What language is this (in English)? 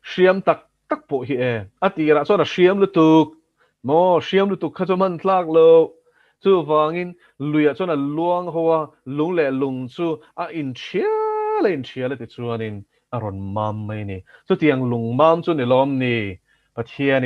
Mizo